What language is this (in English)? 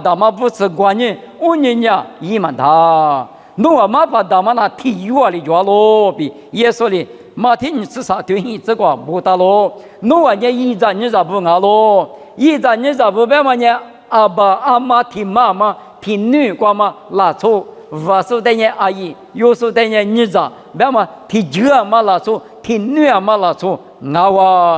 Lisu